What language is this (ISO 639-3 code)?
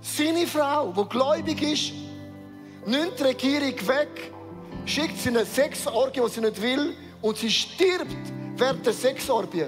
gsw